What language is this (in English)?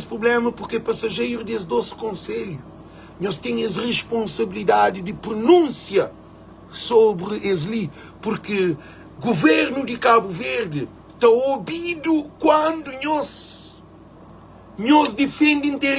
Kabuverdianu